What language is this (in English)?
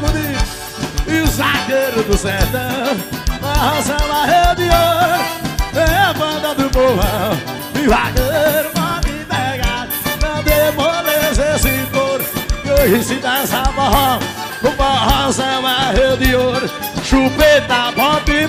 Portuguese